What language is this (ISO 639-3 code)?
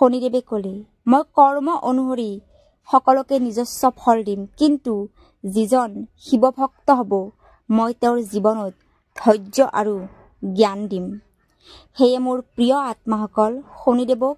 asm